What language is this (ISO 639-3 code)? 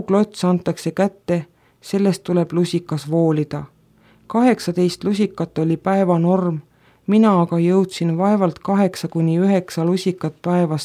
est